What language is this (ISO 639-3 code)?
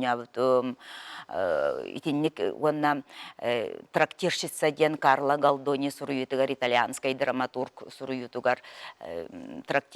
sah